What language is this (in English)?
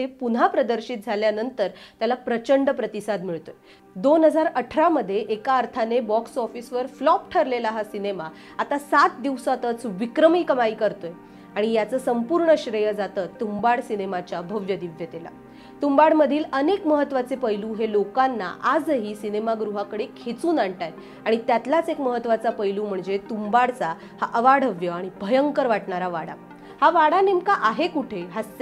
Marathi